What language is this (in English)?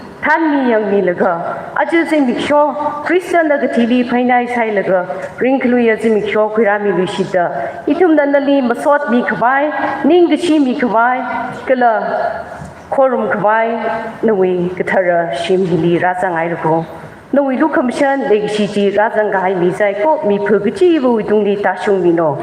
Tangkhul Naga (India)